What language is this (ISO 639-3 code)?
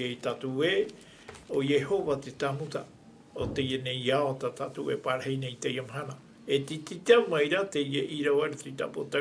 tah